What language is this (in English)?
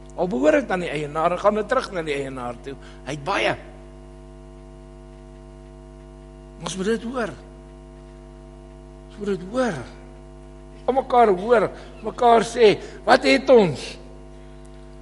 Afrikaans